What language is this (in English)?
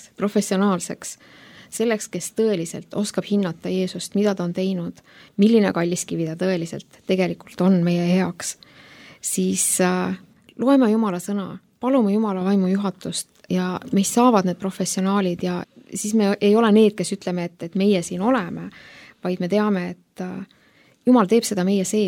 Estonian